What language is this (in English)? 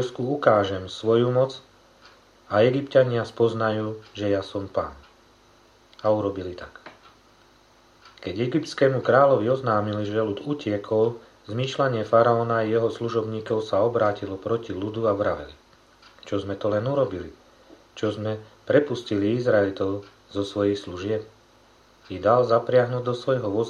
Slovak